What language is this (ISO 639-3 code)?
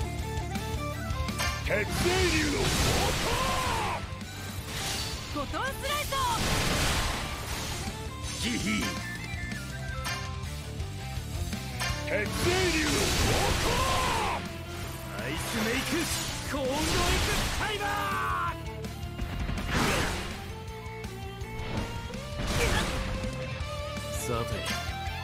jpn